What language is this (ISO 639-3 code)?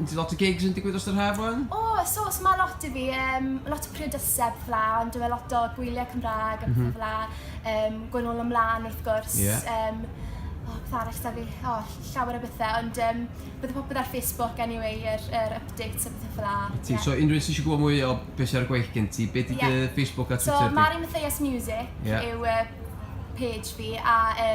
cym